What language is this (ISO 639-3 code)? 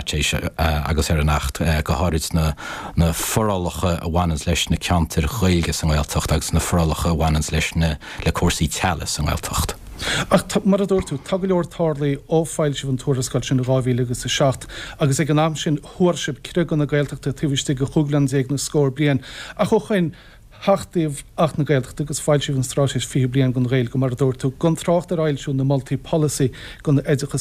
gle